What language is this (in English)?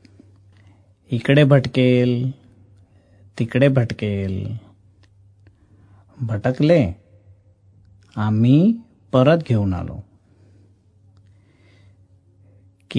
Marathi